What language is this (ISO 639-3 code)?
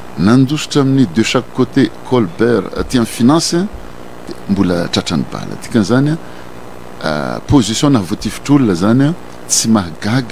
mlg